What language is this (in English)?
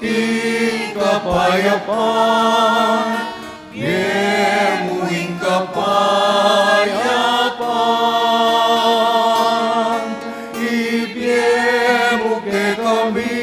Pampanga